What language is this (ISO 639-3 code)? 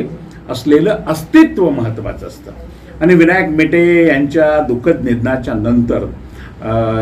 mar